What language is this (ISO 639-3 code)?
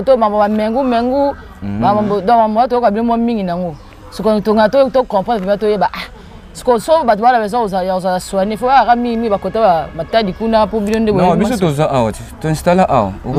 lin